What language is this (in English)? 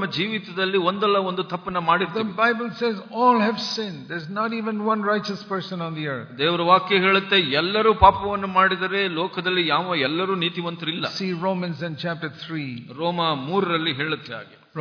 Kannada